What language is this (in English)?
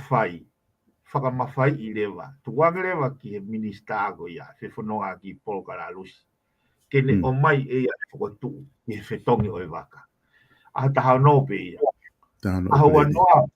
Tongan